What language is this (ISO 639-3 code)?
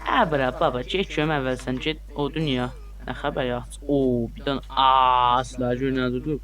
azb